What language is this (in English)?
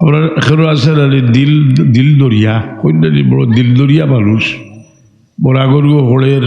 Sylheti